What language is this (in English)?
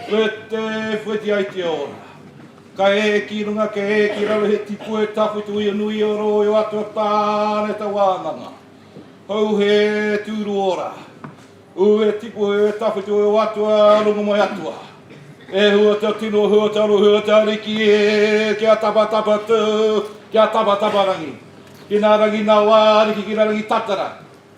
Māori